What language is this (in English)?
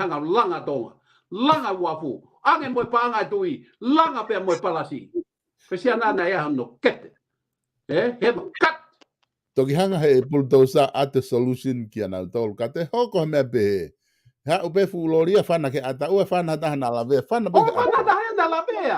Tongan